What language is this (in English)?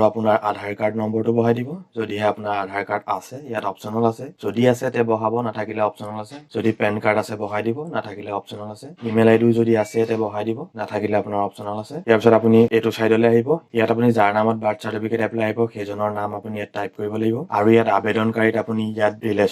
Assamese